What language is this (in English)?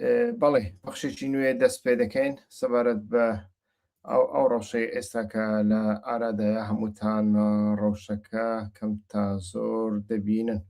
Central Kurdish